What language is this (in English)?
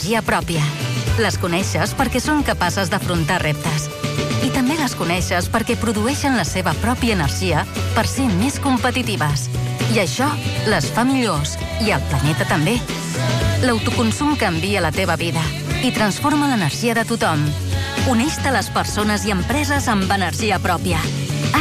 Catalan